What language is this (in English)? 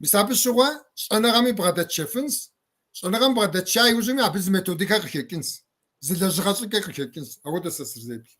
Kabardian